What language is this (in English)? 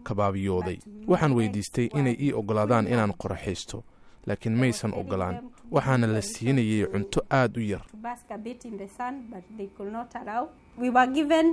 Somali